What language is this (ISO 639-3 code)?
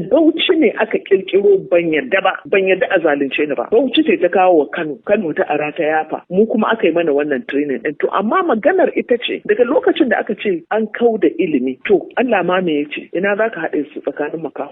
hau